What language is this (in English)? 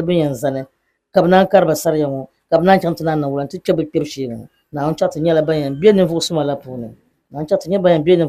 Dagbani